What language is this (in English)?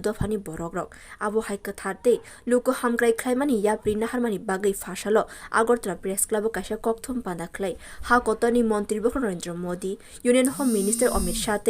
Kok Borok